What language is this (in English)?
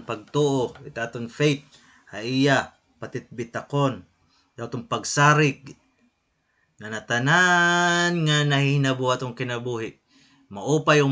Waray